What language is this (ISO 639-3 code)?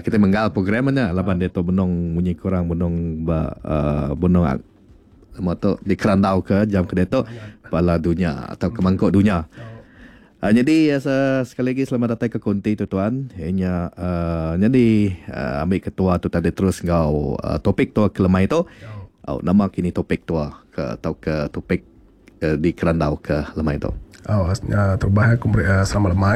iba